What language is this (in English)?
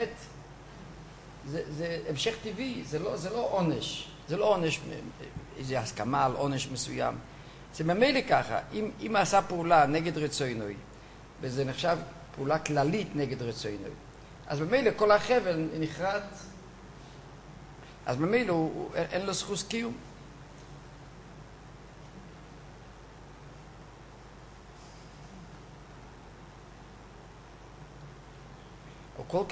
Hebrew